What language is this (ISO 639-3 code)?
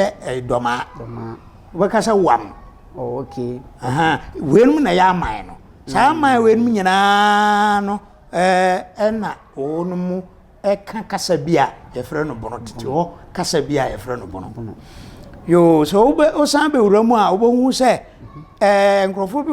aka